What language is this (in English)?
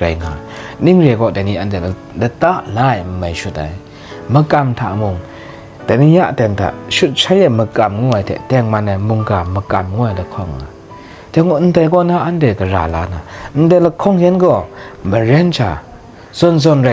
Kachin